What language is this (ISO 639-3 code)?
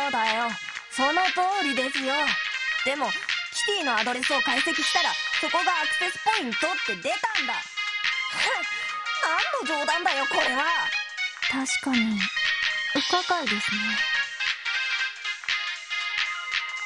jpn